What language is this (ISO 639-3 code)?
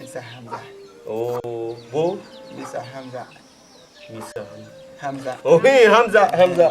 dag